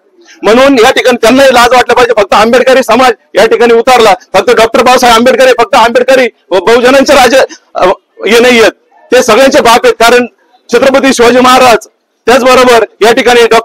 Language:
Marathi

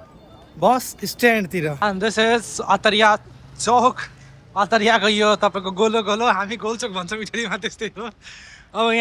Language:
Nepali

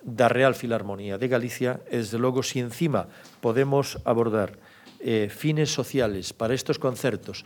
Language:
Galician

